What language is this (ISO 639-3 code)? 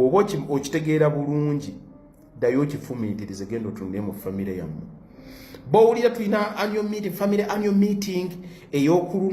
lug